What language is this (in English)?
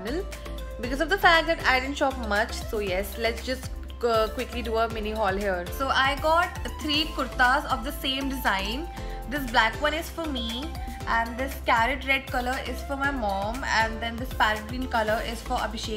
English